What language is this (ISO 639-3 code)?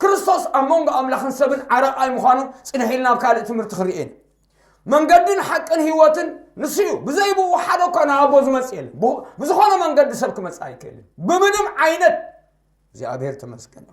tir